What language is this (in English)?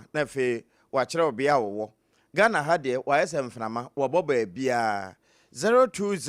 Akan